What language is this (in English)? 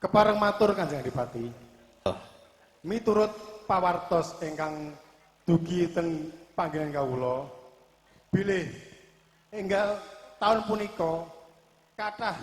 Javanese